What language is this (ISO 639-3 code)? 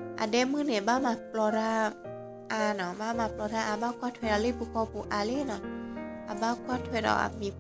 ksw